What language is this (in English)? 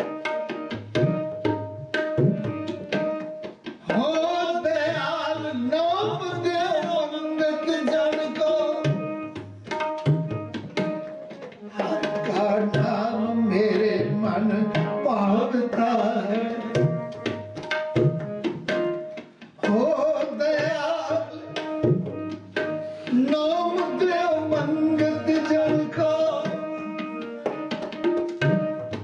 Punjabi